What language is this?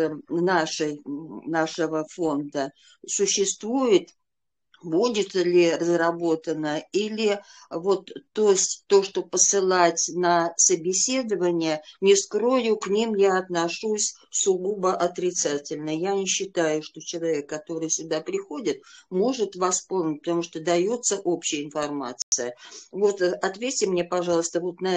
Russian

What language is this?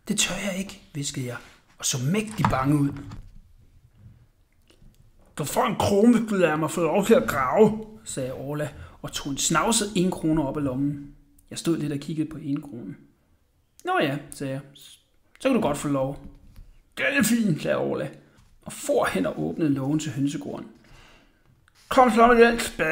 Danish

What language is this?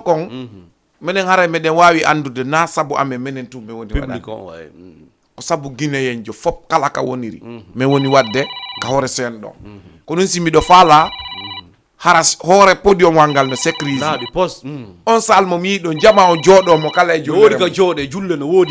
Fula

